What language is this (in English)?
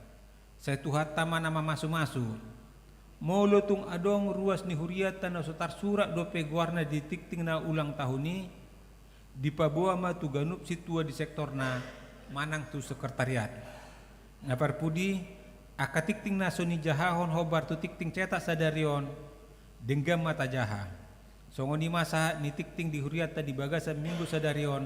Batak Toba